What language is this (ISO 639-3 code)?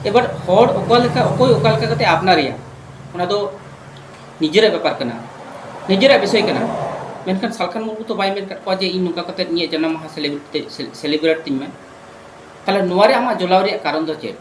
sat